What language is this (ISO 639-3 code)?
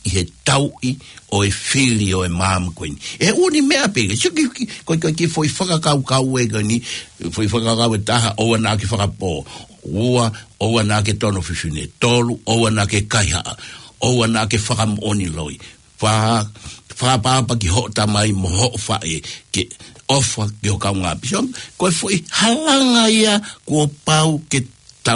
ton